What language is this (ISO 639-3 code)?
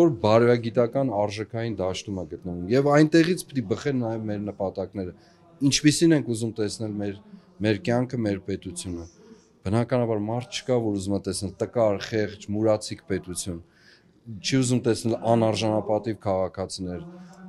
hye